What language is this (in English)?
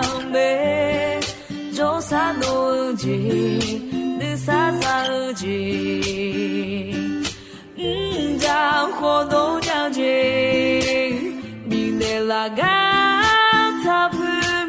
Akha